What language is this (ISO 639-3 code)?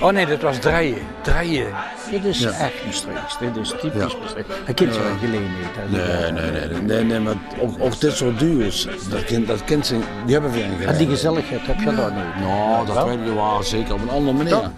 lim